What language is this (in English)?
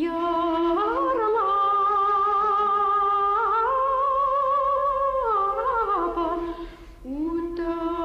Bashkir